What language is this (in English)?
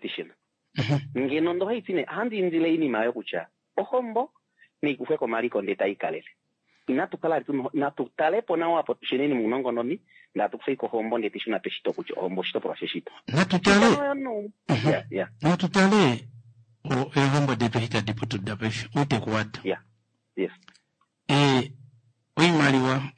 Kuanyama